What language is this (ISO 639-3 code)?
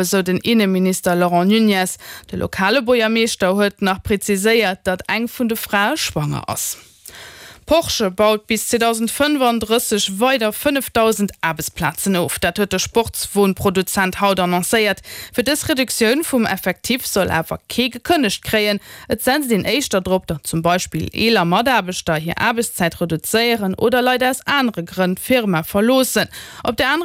ltz